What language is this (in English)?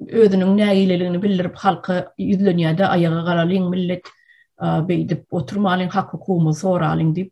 Turkmen